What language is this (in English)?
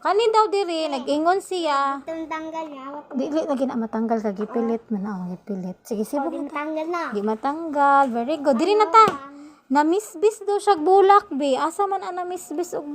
Cebuano